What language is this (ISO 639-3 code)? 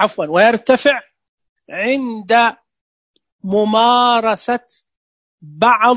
ars